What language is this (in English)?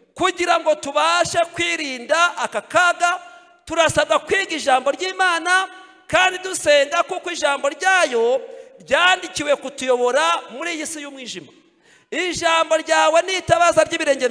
Kinyarwanda